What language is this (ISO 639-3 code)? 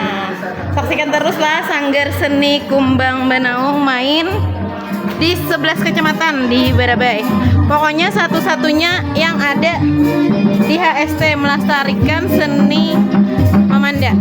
bjn